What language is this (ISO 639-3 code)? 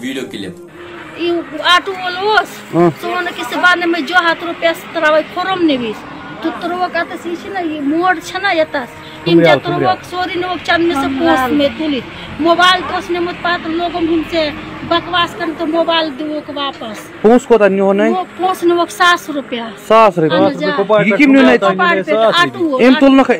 kas